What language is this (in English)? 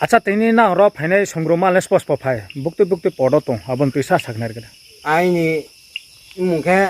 Riang (India)